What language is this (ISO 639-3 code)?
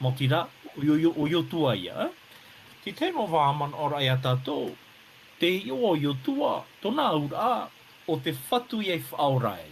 tah